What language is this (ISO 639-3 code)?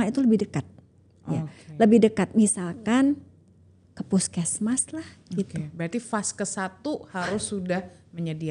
ind